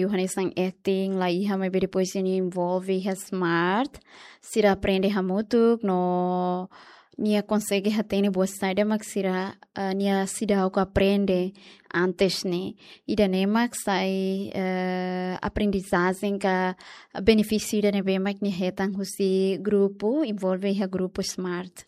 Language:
Tetum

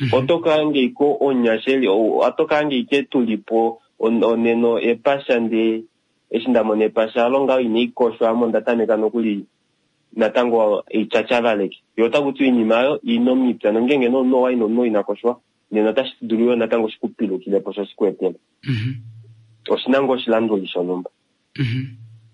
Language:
Kuanyama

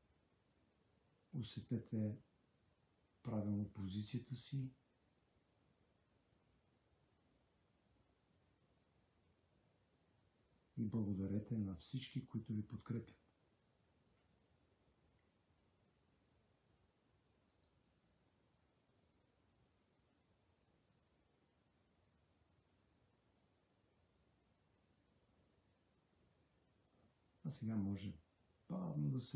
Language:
Bulgarian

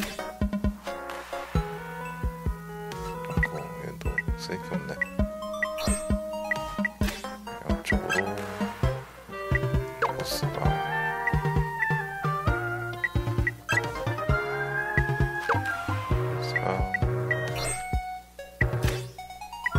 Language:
Korean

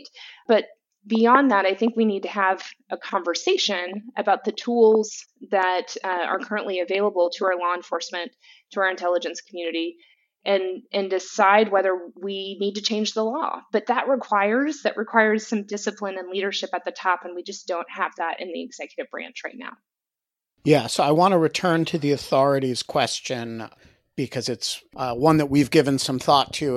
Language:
English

